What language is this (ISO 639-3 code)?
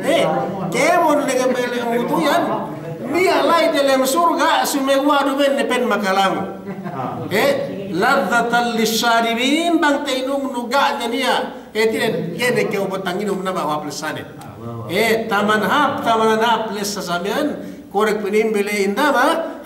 yka